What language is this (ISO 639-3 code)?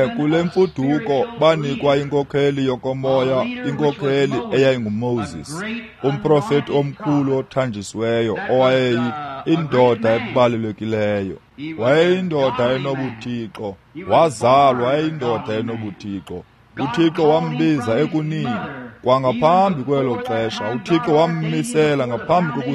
xho